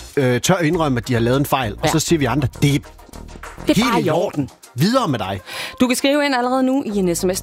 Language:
Danish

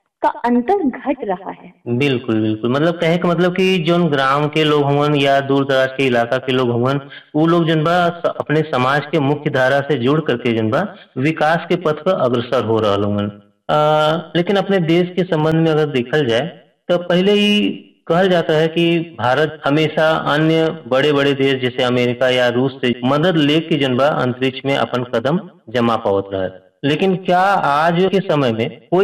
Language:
Bhojpuri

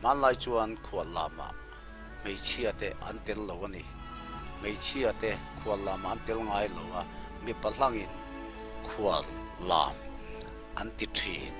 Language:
Mizo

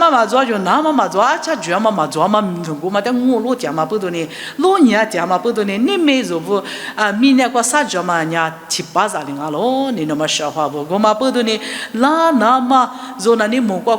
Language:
Lisu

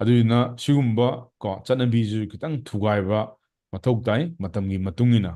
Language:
Manipuri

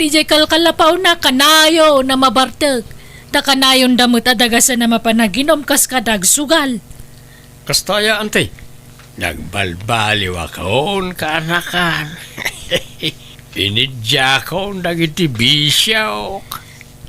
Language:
Iloko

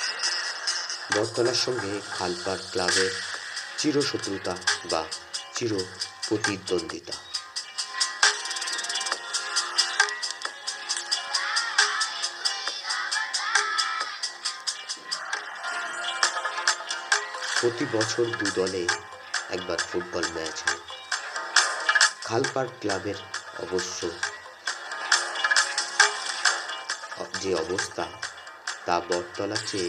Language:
Bangla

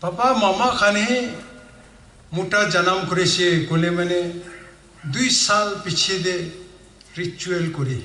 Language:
Naga Pidgin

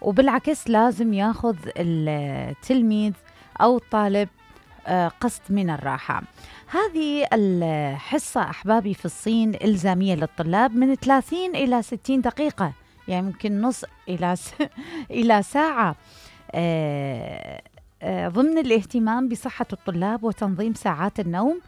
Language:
Mesopotamian Arabic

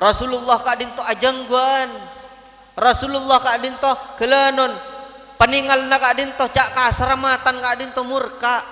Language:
Madurese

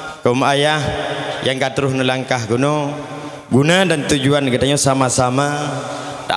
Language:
Achinese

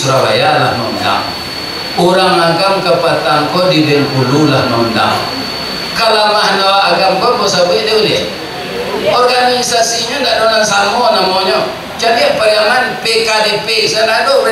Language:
Minangkabau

